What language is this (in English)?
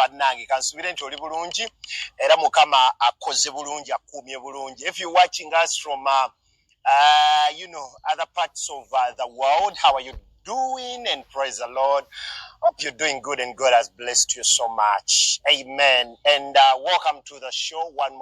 Ganda